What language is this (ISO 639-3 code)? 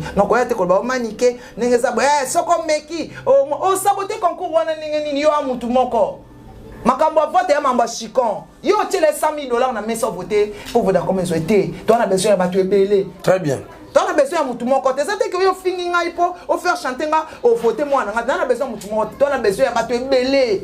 lin